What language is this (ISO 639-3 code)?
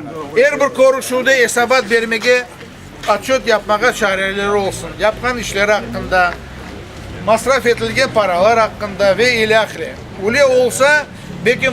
crh